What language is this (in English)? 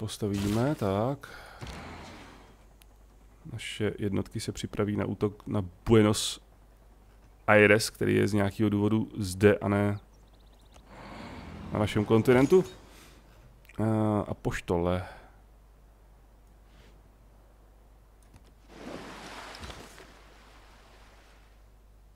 Czech